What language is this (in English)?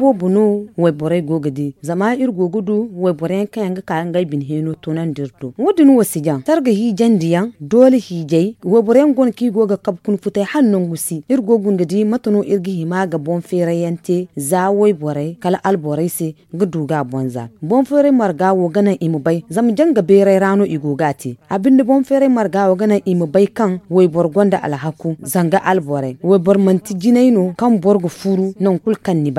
Zarma